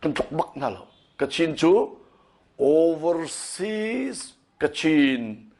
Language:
Hakha Chin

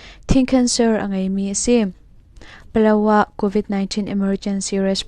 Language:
Hakha Chin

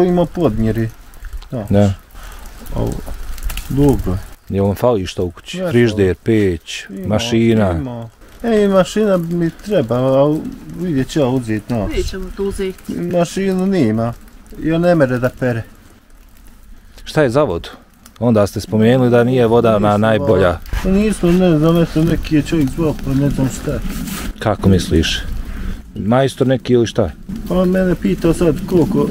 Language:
Bosnian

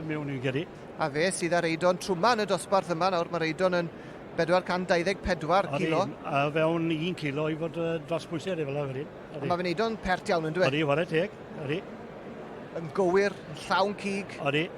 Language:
Welsh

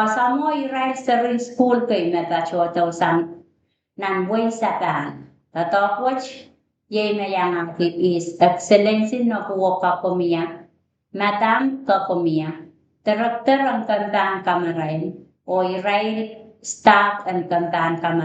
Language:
Pohnpeian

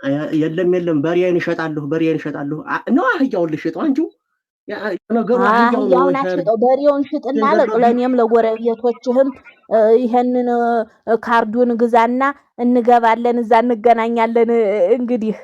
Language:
Amharic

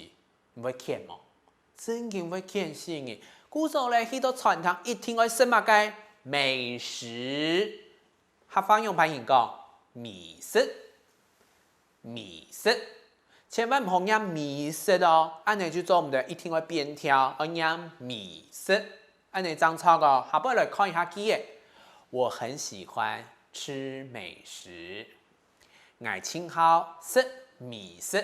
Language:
Hakka Chinese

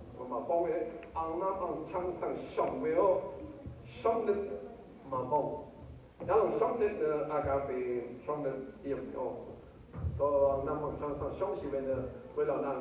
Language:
Rawang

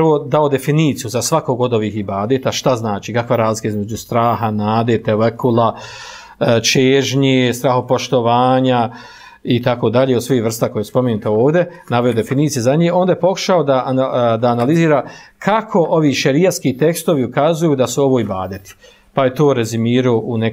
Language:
Bosnian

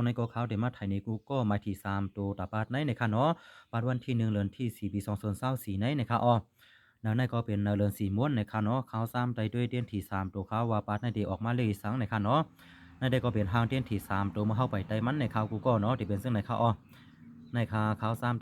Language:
Shan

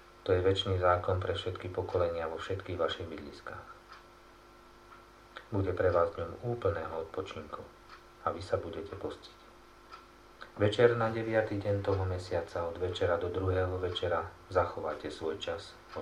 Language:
Slovak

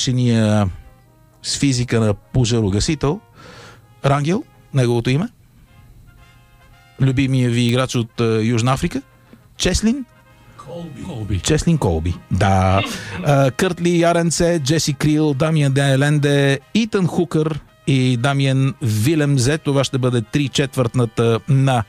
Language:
Bulgarian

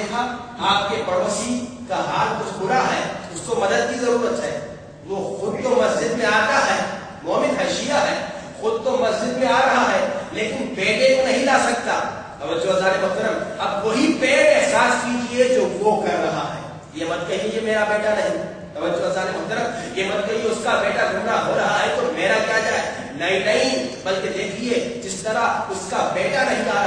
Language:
Urdu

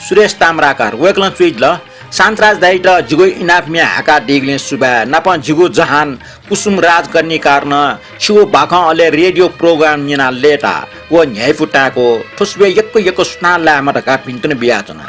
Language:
Newari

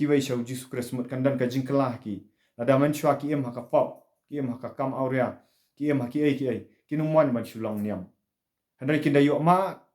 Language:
Khasi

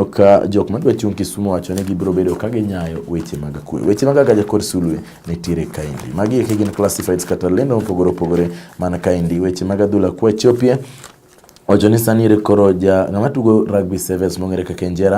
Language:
Luo (Kenya and Tanzania)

